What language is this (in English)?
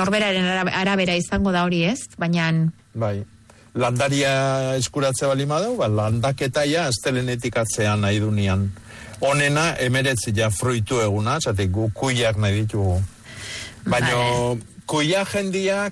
Basque